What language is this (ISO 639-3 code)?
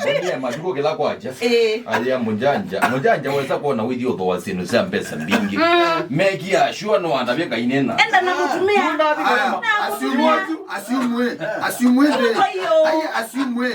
kam